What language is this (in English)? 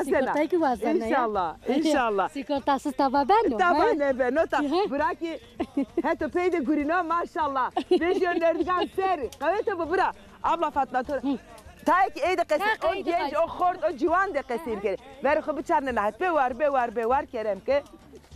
Zaza